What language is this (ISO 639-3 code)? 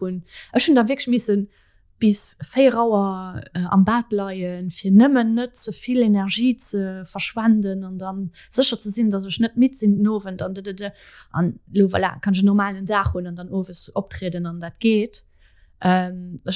ltz